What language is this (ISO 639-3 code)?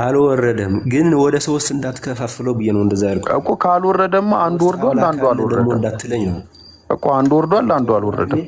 amh